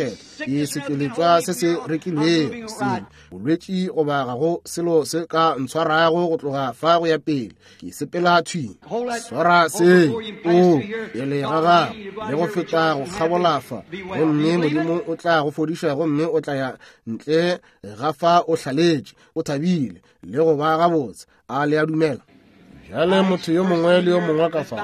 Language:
Northern Sotho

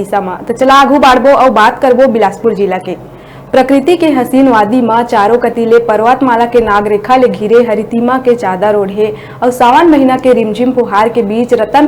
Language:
Chhattisgarhi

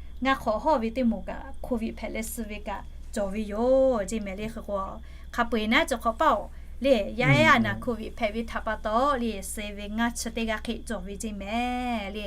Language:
Lahu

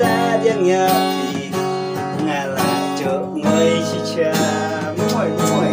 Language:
Khasi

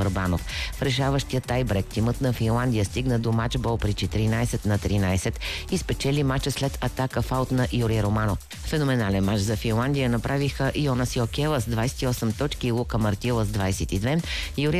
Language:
Bulgarian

